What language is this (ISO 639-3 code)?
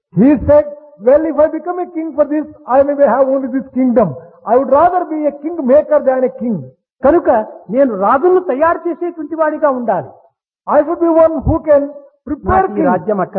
tel